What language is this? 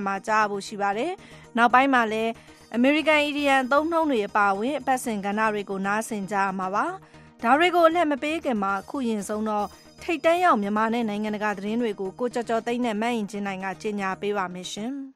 Burmese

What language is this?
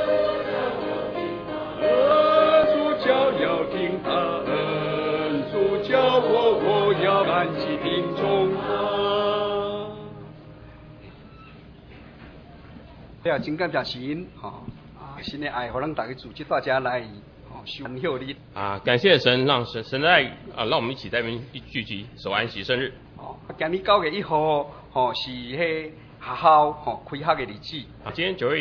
Min Nan Chinese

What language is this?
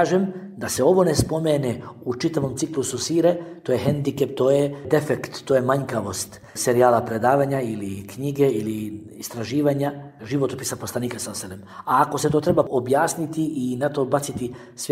Bosnian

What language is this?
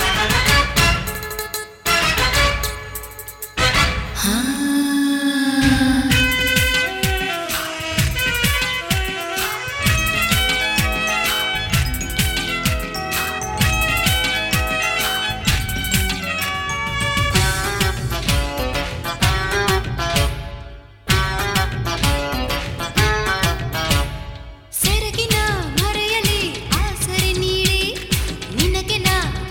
Kannada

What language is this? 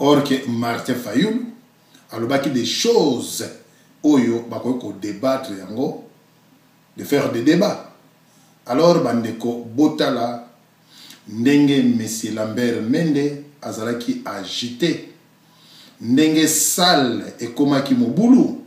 Lingala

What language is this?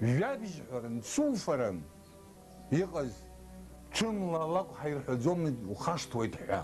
Abkhazian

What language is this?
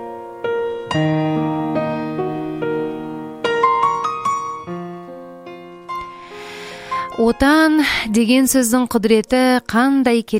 Kazakh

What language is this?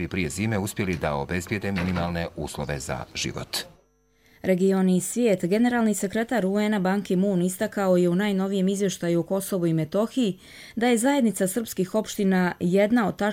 Serbian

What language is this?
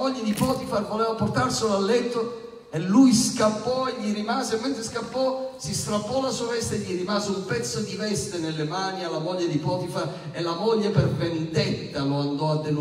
Italian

